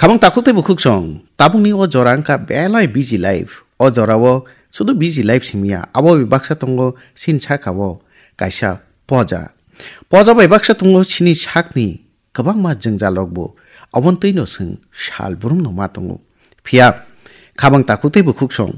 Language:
Kok Borok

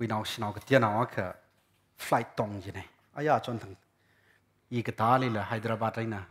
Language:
Tangkhul Naga (India)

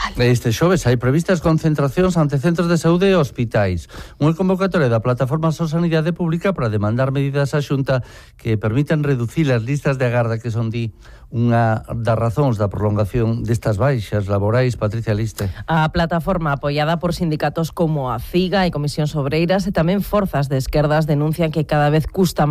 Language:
Galician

